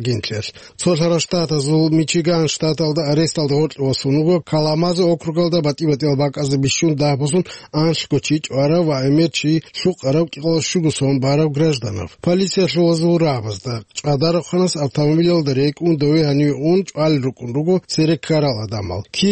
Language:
Avaric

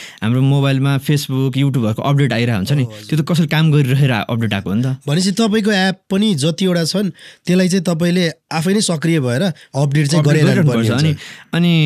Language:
Nepali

